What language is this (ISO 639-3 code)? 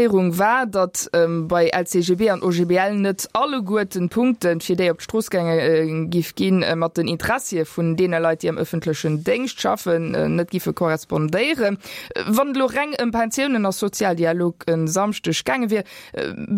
ltz